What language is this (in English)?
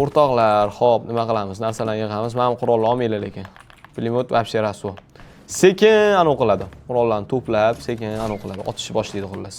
Uzbek